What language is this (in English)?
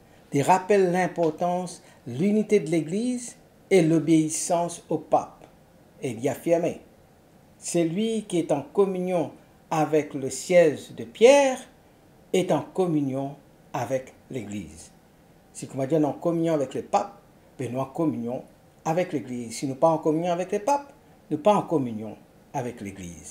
Morisyen